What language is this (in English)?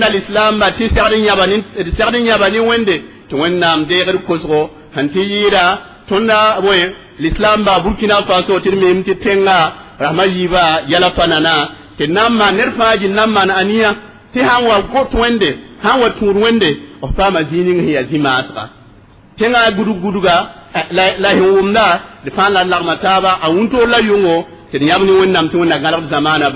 Mossi